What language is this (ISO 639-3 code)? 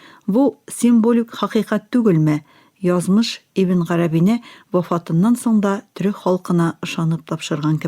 tat